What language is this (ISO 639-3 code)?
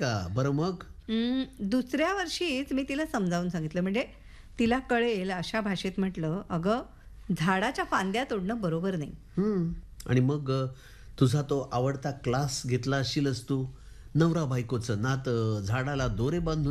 mar